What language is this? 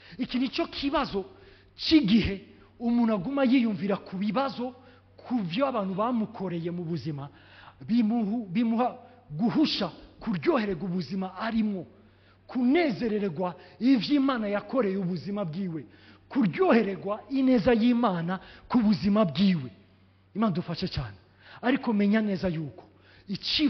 Rundi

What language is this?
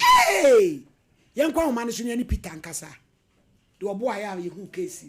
Akan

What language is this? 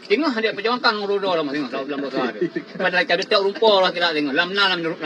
Achinese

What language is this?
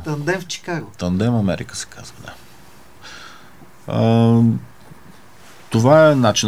Bulgarian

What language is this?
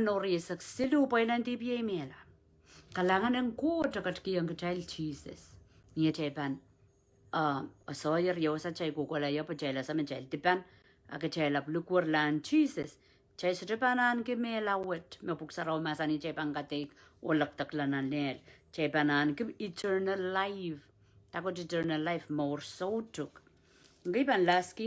Pohnpeian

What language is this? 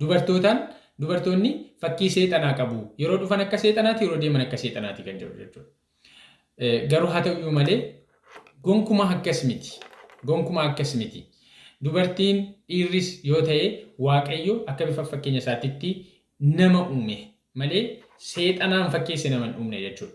Oromo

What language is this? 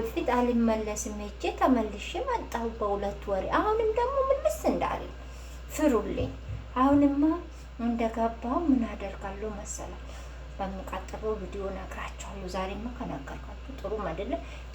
Amharic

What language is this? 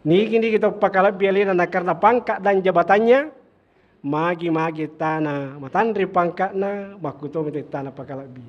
Buginese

